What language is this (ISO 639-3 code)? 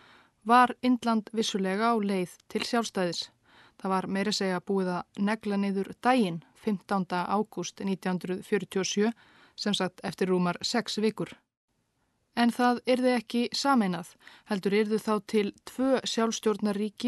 isl